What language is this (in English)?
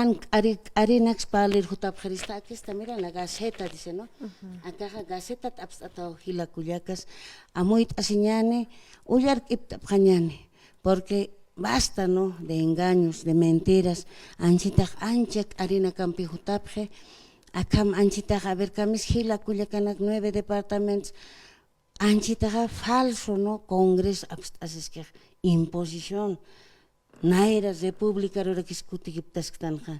Aymara